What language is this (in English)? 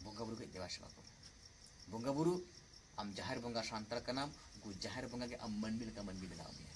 Santali